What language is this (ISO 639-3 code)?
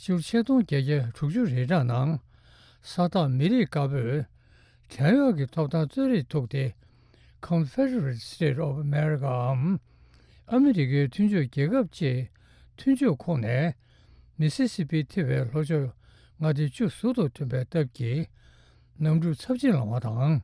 bod